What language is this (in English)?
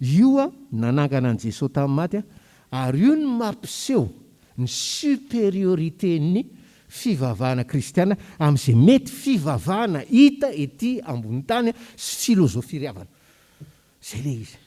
Malagasy